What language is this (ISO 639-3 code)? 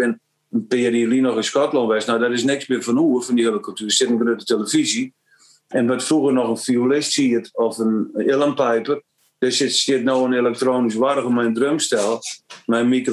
fry